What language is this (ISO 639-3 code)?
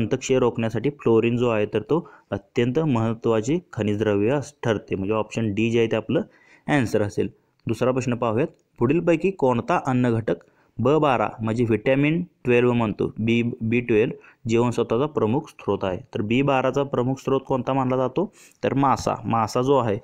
mar